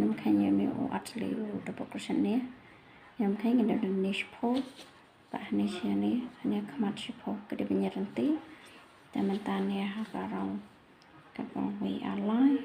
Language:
Khasi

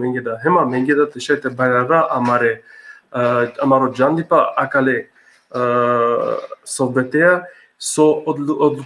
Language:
Balkan Romani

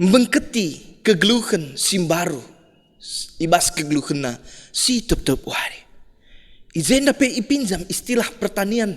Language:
Batak Karo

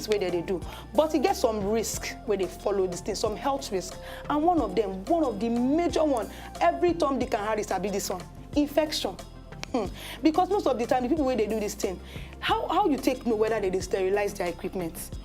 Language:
Nigerian Pidgin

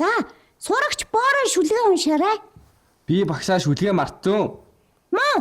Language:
Mongolian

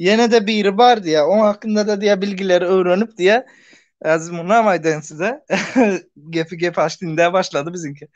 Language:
Turkmen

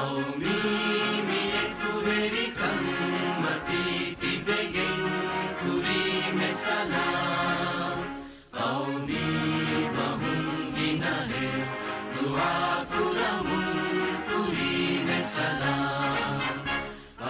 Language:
Divehi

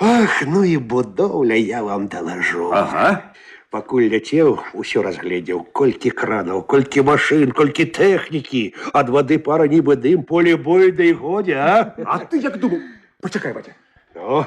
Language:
Belarusian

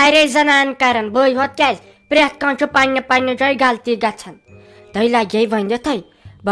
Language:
Kashmiri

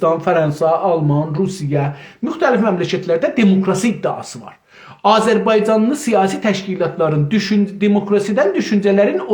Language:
South Azerbaijani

